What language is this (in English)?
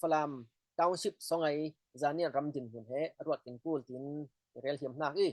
Falam Chin